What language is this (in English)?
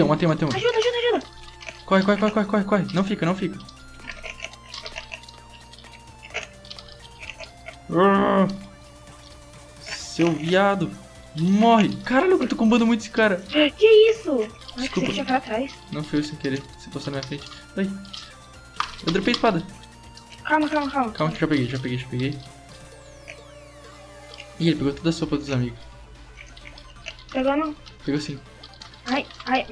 Portuguese